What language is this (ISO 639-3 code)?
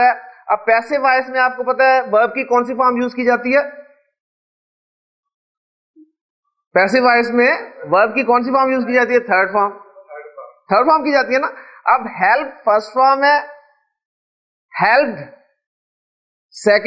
urd